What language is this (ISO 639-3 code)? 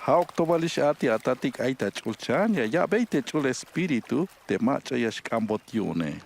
tzh